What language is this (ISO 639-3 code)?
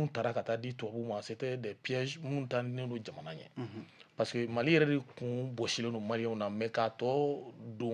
bam